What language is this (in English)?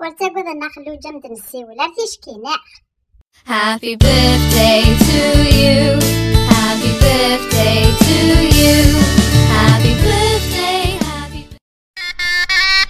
Kabyle